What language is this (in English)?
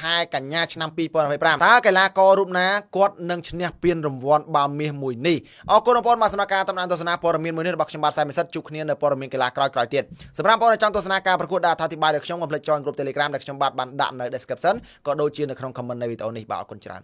Khmer